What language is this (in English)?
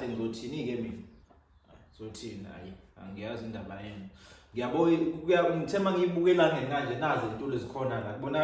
Zulu